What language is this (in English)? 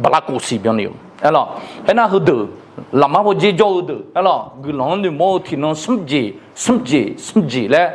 Akha